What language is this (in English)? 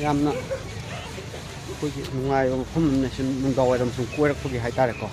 Manipuri